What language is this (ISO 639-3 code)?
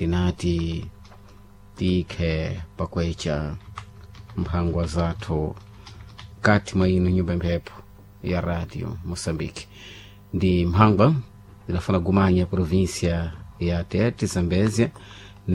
seh